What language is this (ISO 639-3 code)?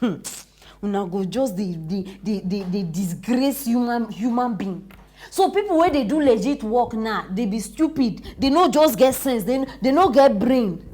pcm